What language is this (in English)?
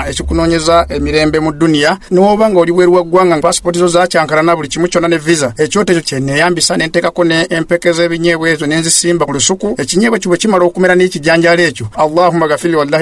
Ganda